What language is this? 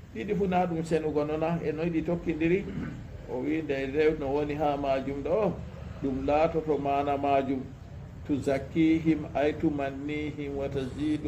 Fula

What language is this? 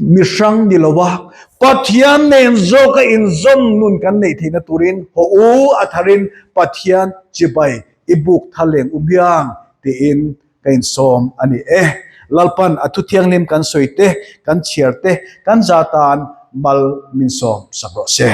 Mizo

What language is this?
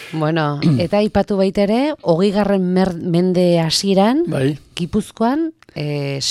Basque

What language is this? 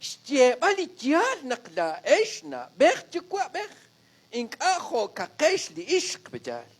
Kekchí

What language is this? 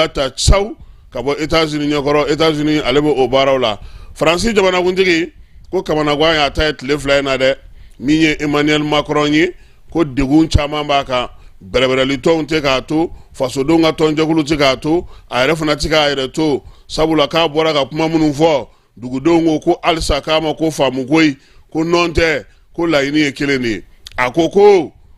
Bambara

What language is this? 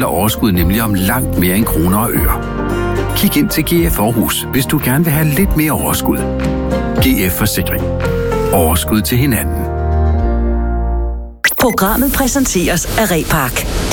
Danish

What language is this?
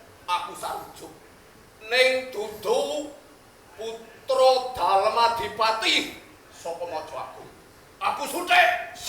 Javanese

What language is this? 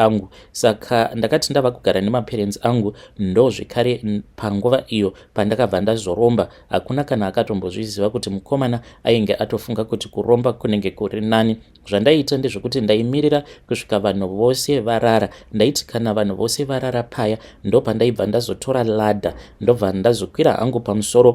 Shona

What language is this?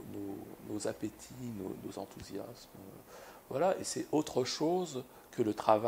French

